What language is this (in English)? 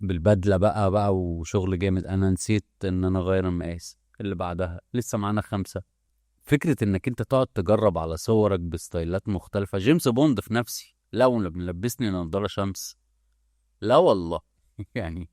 Egyptian Arabic